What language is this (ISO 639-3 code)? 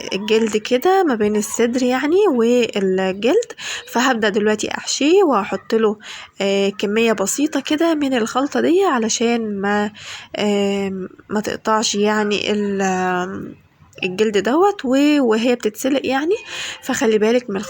arz